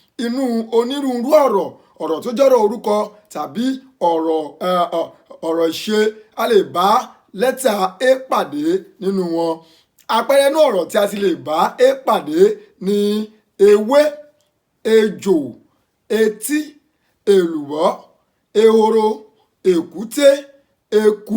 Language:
Yoruba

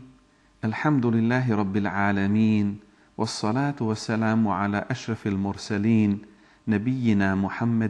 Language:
Bosnian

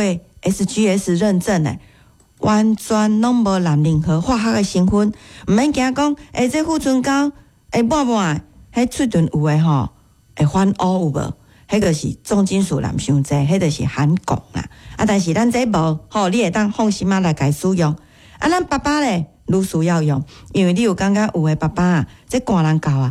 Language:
Min Nan Chinese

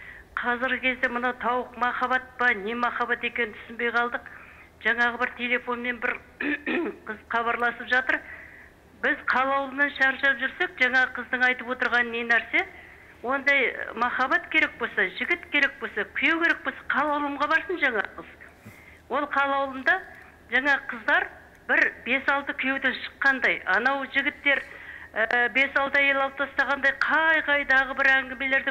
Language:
Kazakh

